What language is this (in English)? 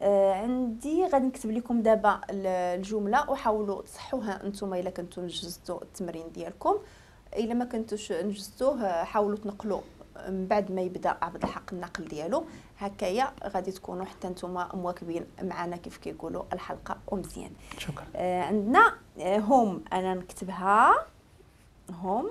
Moroccan Arabic